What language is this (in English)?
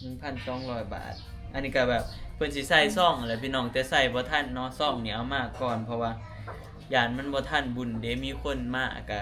Lao